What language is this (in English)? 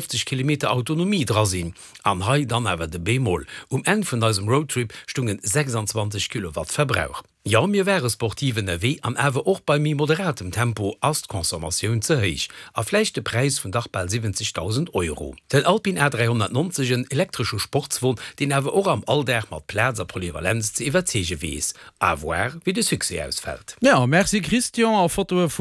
Luxembourgish